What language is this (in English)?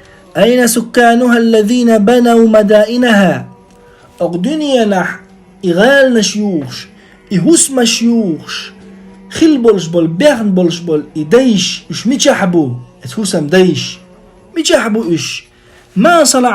Chechen